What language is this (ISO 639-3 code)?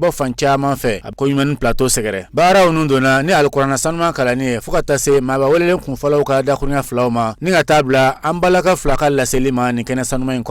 bam